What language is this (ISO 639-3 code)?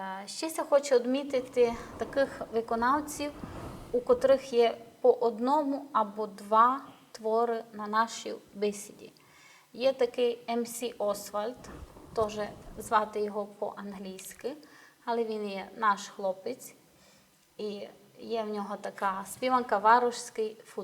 rue